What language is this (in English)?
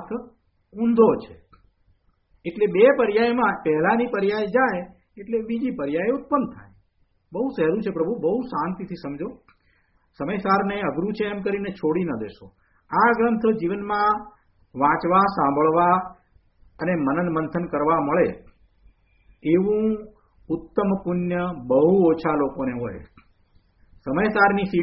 Gujarati